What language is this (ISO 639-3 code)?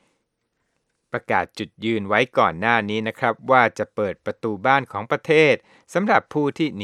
tha